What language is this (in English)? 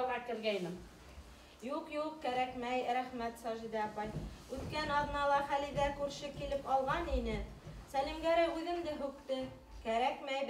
Bashkir